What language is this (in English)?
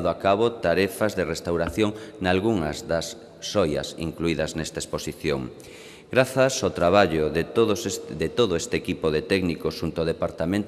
Galician